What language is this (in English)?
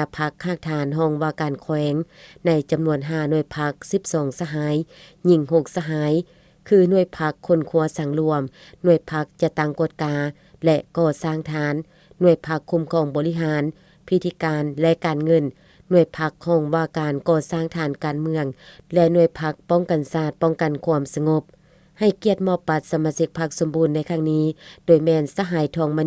Lao